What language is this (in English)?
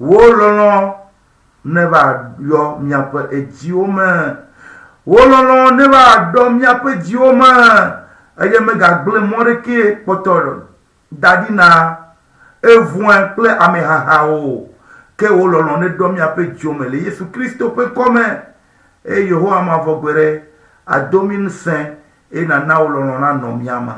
Ewe